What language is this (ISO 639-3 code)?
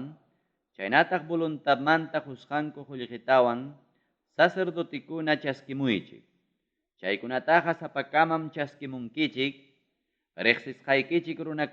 quy